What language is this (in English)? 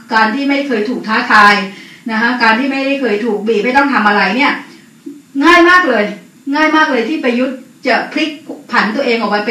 Thai